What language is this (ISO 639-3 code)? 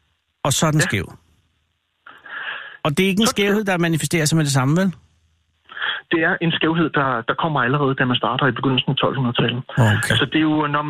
dan